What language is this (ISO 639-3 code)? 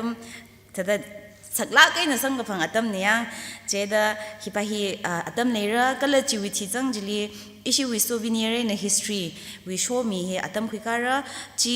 nmf